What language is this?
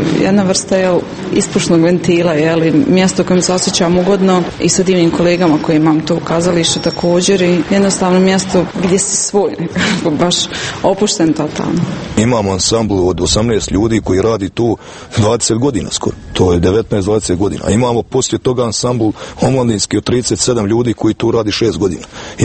Croatian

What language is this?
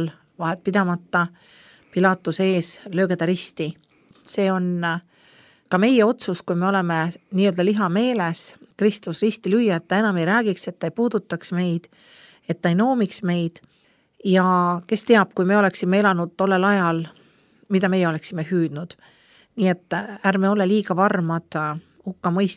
Estonian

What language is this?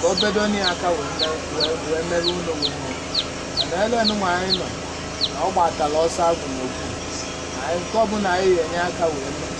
Igbo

